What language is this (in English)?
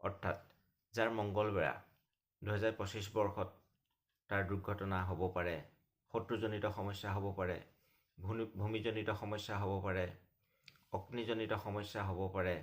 Assamese